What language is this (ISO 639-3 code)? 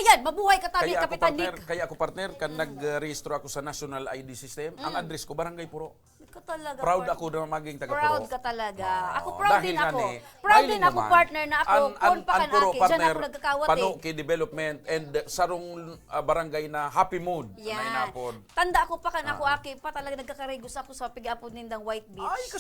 bik